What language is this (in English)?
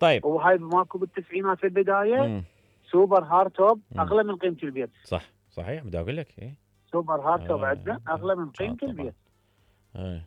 Mesopotamian Arabic